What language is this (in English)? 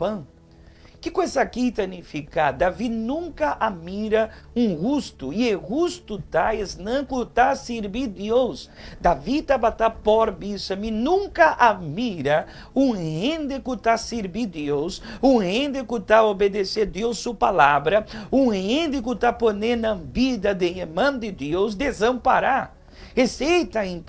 Papiamento